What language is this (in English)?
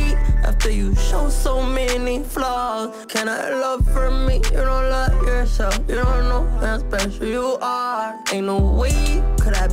English